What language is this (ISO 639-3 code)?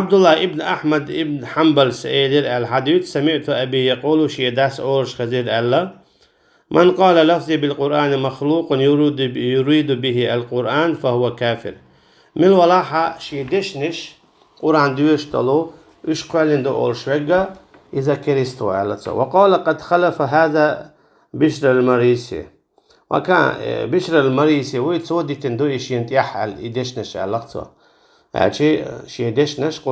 che